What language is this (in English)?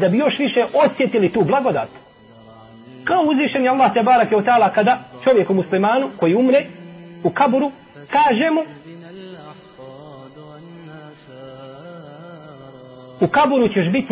Bosnian